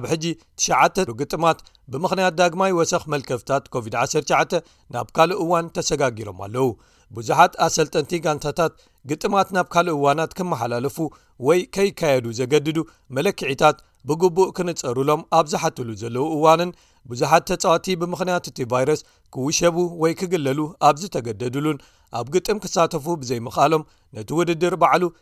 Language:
Tigrinya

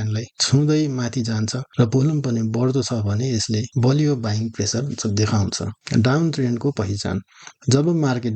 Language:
Nepali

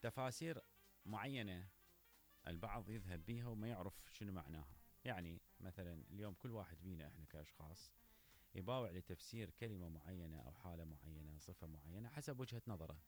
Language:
Mesopotamian Arabic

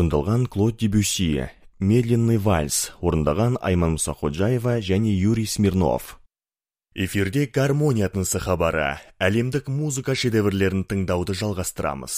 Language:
Kazakh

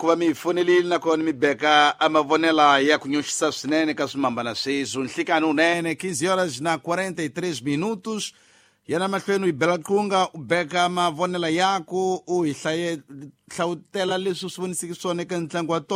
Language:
Tsonga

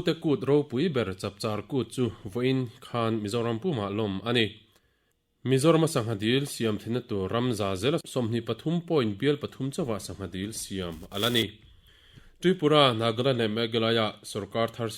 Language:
Mizo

